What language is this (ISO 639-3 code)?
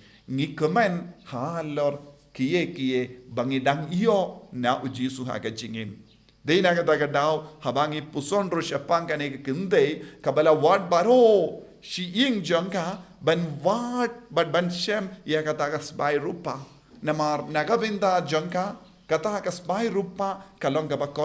kha